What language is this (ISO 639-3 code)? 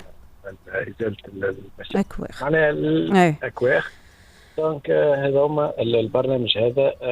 aeb